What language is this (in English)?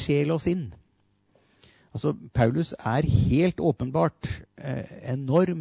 Norwegian